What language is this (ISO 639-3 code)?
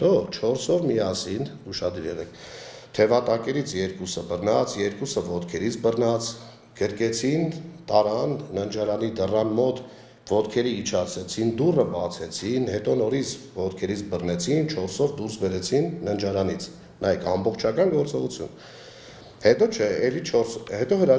hye